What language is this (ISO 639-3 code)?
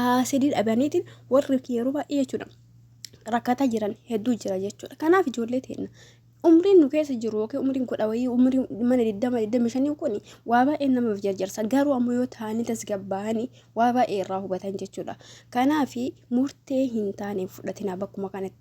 orm